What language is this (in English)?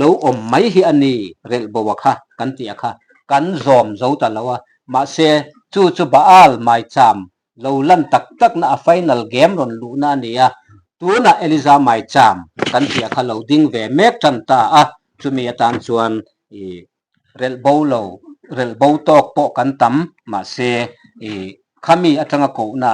Mizo